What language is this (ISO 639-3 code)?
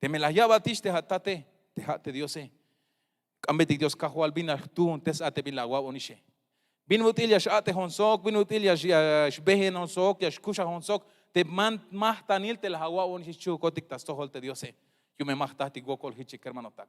tzh